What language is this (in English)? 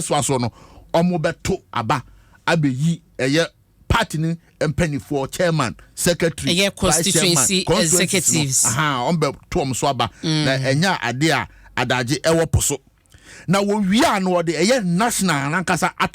Akan